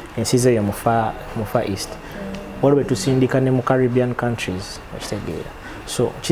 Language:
Ganda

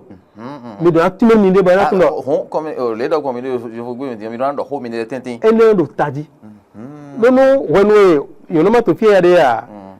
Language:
Fon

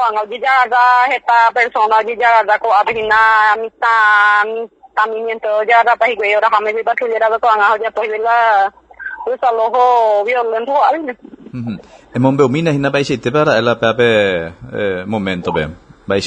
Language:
Guarani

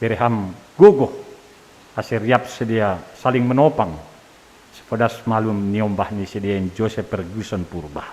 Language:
Batak Simalungun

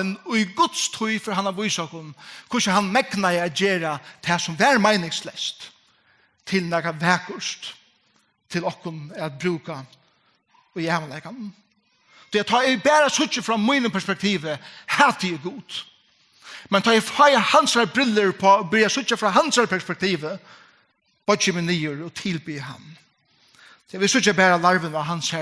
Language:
Faroese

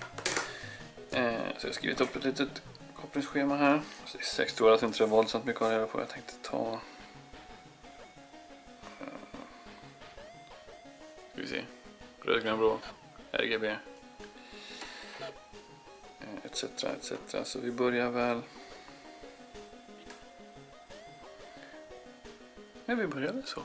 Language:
Swedish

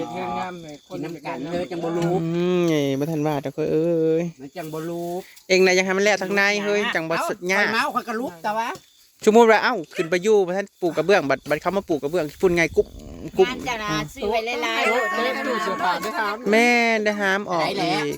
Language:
Northeastern Thai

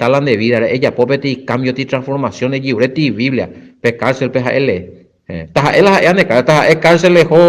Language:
Guarani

